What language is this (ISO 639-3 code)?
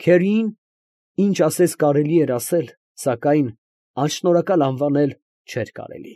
hye